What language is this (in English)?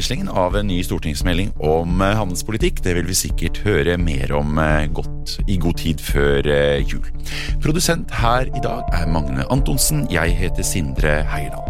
Norwegian